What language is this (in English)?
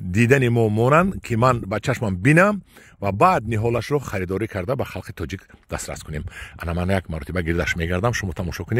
Tajik